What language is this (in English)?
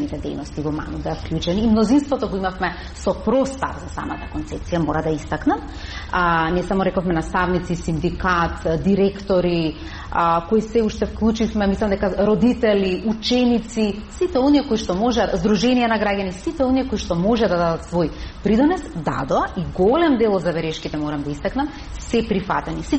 Macedonian